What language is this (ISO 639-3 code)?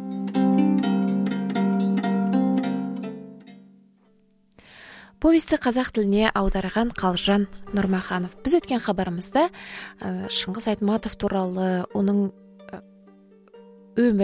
kaz